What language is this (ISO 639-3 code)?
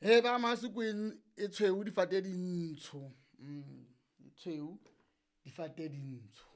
sot